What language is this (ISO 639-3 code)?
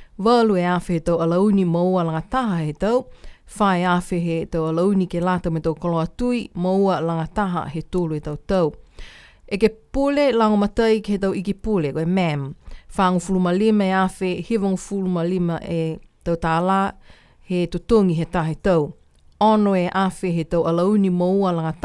niu